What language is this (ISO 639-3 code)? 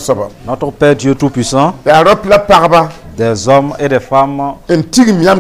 mos